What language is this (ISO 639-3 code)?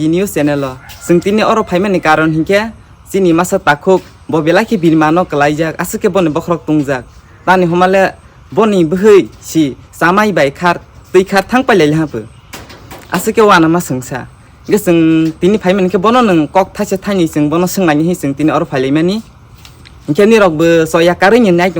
trp